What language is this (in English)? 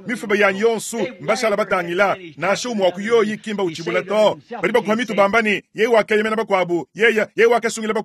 Luba-Lulua